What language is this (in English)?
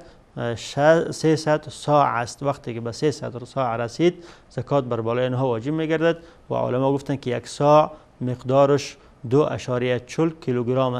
Persian